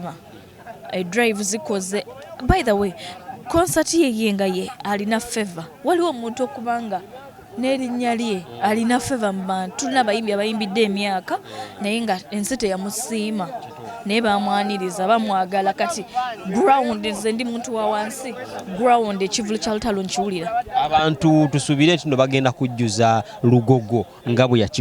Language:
Ganda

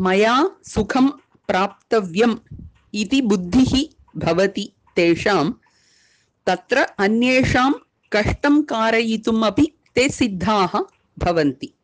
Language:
Sanskrit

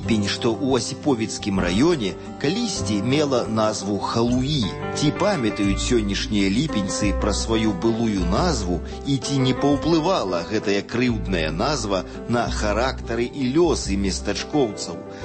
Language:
Belarusian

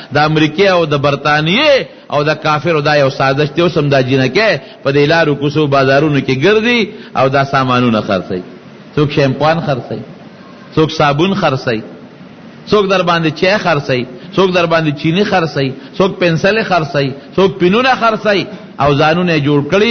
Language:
Pashto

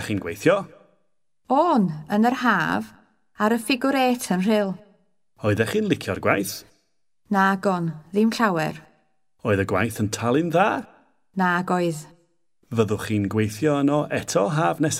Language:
Welsh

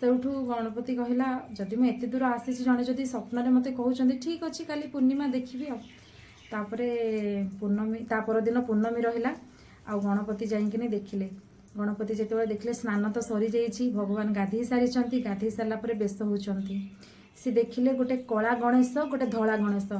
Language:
Odia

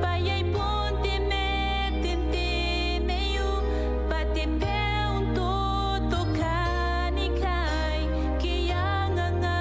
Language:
Gilbertese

